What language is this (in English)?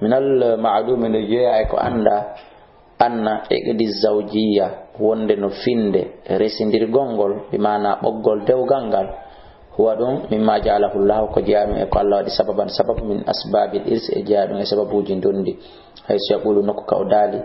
Fula